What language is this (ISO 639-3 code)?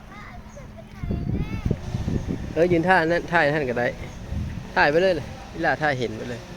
lao